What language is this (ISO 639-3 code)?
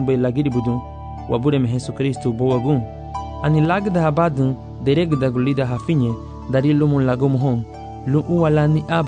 cab